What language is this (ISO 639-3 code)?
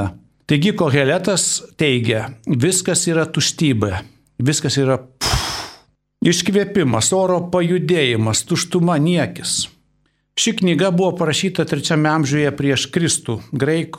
lit